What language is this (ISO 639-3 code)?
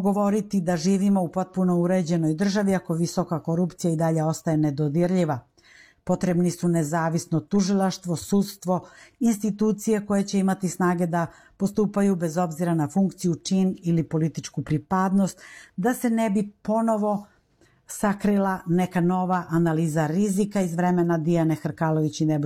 srp